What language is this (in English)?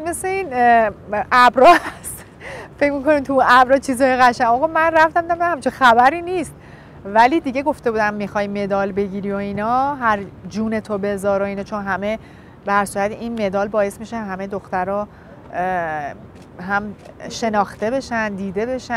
Persian